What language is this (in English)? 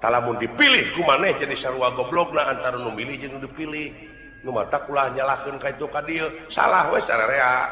Sundanese